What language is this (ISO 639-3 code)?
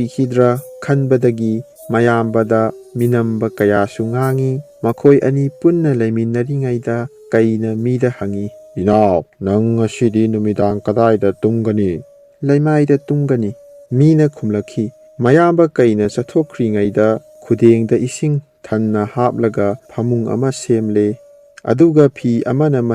mni